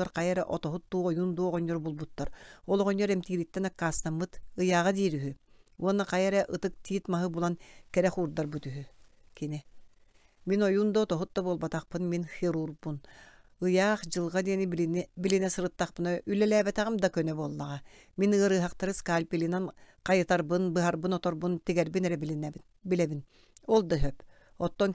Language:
Yakut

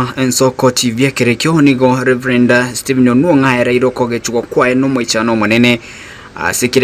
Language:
Gusii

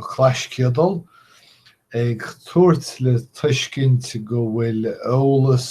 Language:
Irish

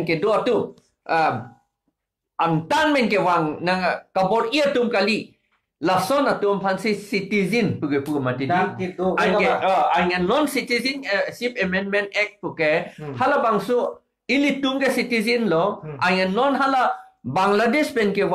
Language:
Karbi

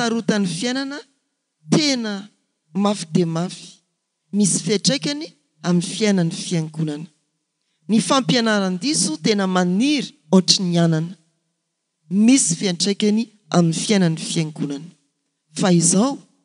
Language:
Malagasy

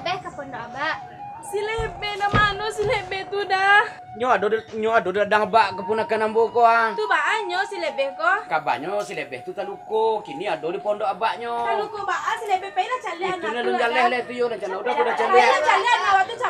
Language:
Minangkabau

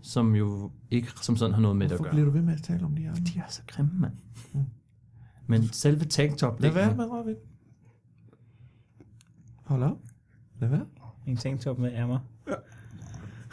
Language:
Danish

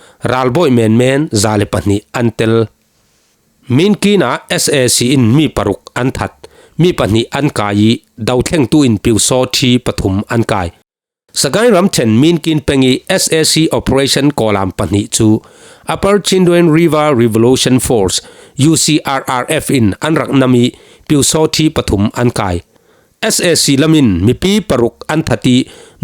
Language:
Falam Chin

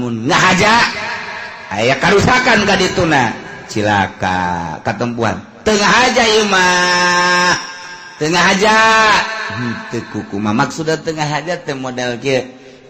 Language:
Sundanese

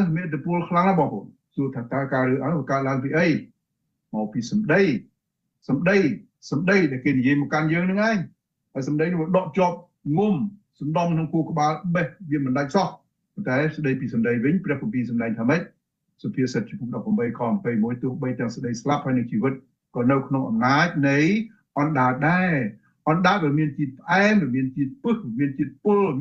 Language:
Khmer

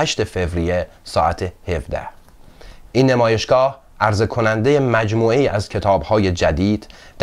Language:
Persian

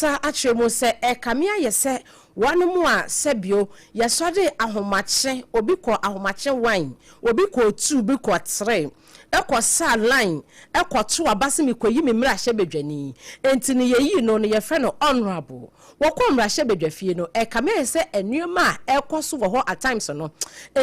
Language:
Akan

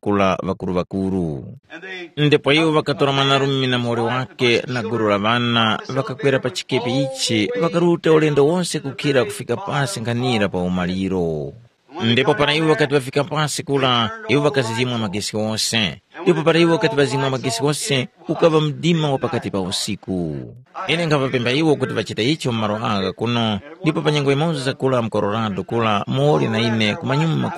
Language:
Tumbuka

